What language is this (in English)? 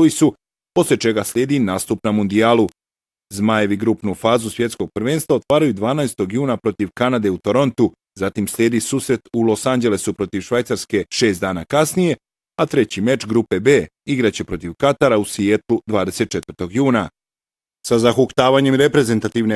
Bosnian